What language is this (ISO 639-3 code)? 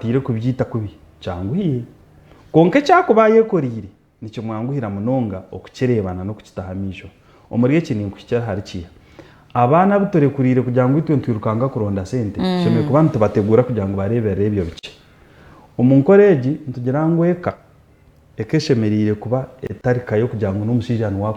nyn